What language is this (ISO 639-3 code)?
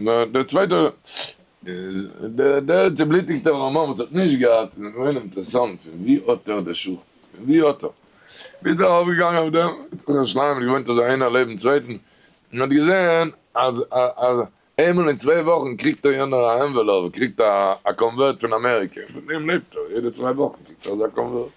yid